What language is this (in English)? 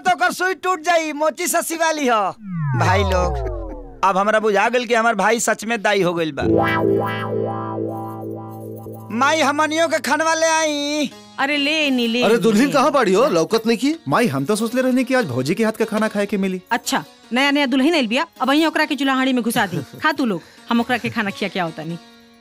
Bhojpuri